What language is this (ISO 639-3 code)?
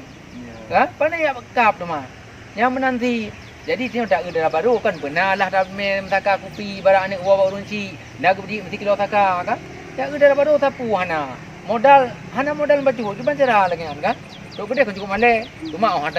ace